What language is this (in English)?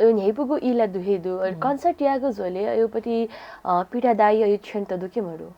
Newari